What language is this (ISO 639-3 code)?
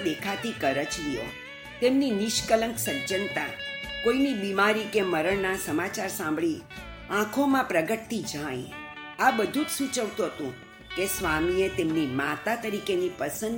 guj